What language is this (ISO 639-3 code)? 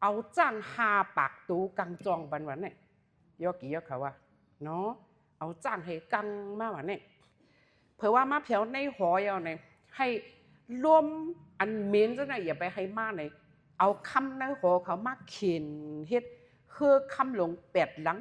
shn